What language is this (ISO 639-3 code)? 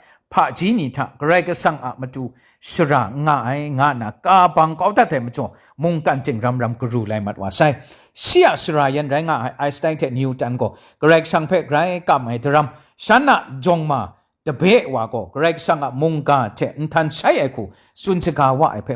kac